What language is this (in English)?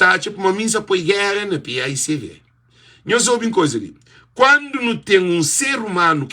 Kabuverdianu